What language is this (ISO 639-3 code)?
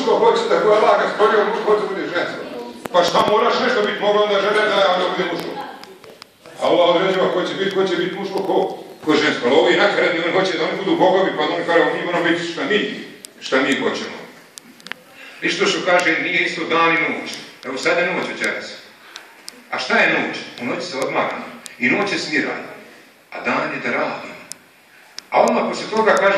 bos